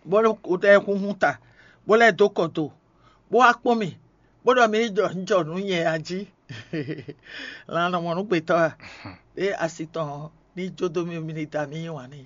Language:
Fon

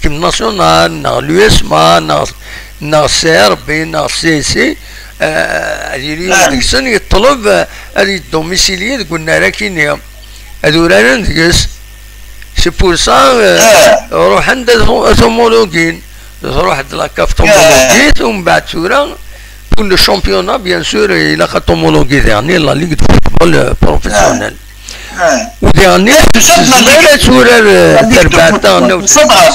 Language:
Kabyle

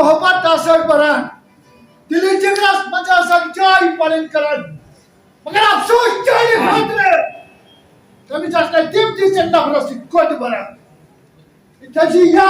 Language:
Kashmiri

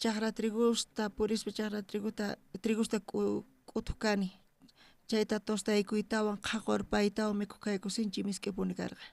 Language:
South Bolivian Quechua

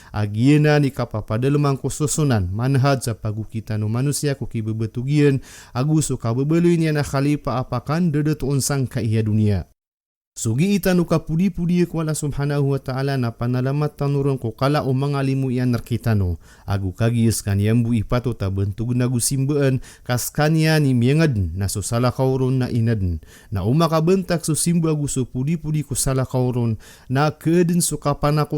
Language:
Maranao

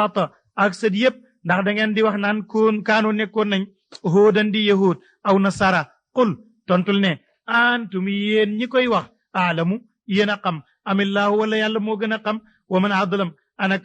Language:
Wolof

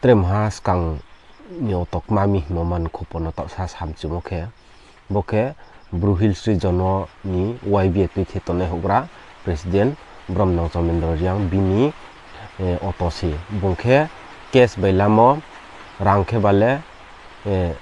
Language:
Riang (India)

